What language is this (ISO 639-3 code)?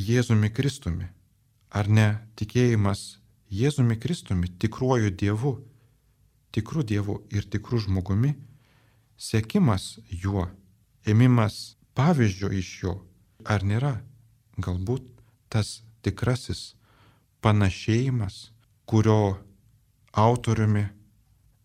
lit